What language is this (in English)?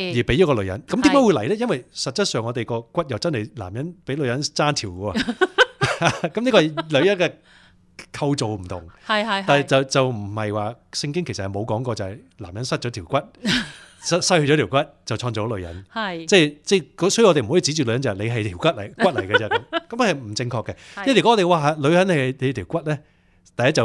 Cantonese